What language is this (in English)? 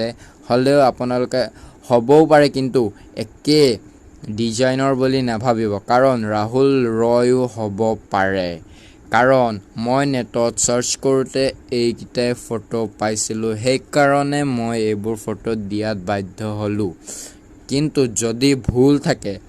Assamese